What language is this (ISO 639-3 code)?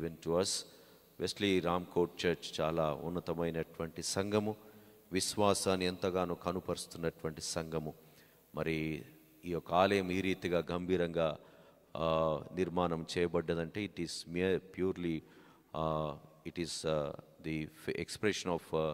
tel